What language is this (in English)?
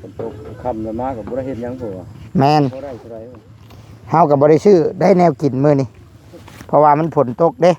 Northeastern Thai